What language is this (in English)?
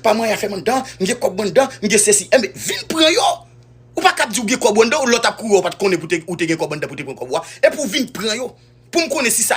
Haitian Creole